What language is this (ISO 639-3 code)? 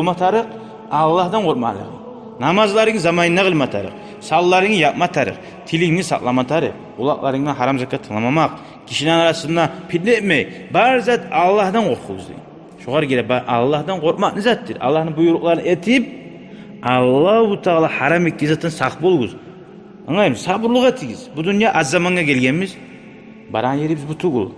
kum